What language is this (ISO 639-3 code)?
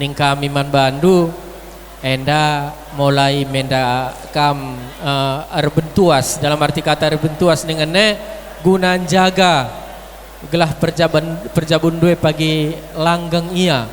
btx